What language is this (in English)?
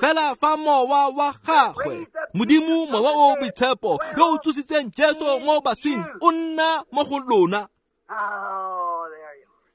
Tswana